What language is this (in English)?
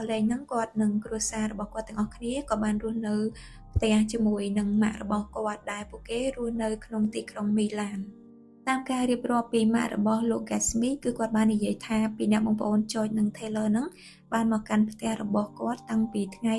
Khmer